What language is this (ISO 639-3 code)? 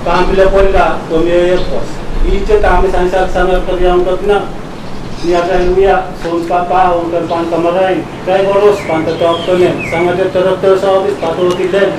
pon